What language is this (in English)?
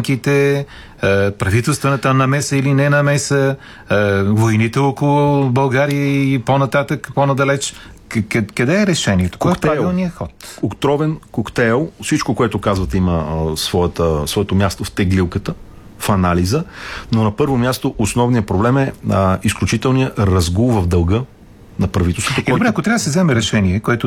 Bulgarian